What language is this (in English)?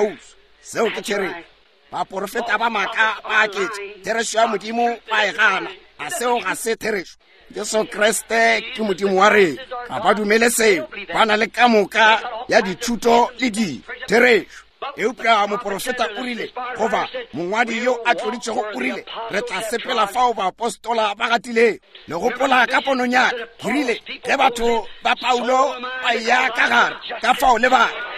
Northern Sotho